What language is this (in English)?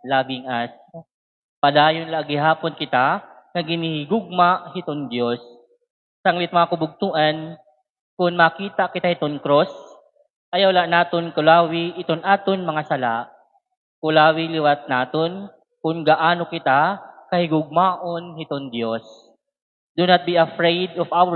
Waray